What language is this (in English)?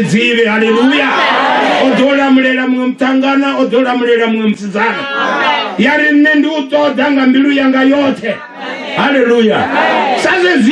Venda